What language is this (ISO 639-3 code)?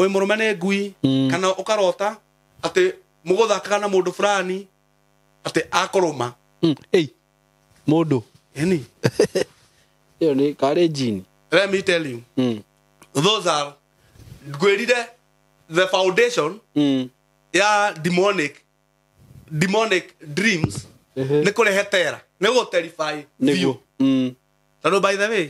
kik